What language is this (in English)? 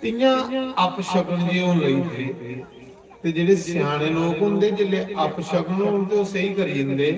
Dogri